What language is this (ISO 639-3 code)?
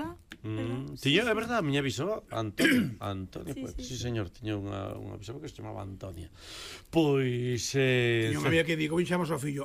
glg